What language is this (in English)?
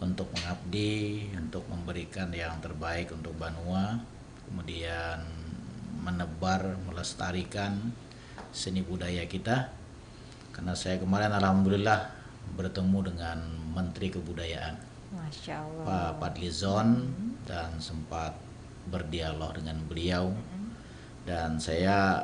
Banjar